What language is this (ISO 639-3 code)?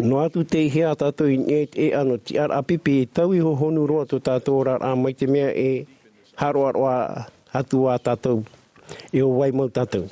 tah